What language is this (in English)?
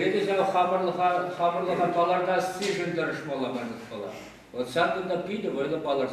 Chuvash